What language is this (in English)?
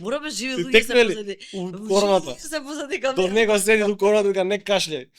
Macedonian